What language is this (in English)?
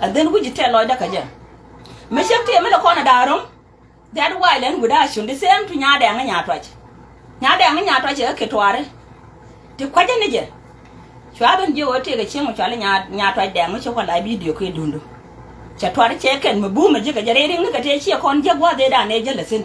Nuer